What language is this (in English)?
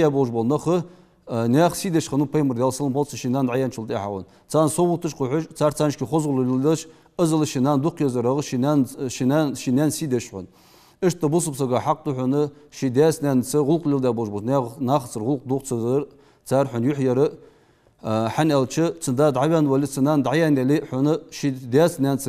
Ingush